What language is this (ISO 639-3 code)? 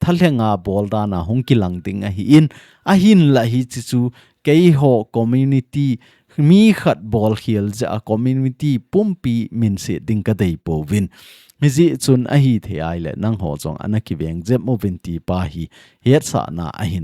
tcz